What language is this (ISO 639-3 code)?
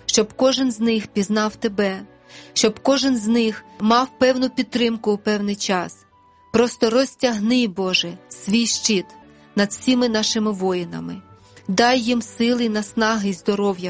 ukr